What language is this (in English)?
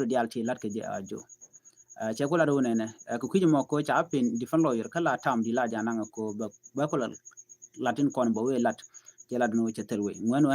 Nuer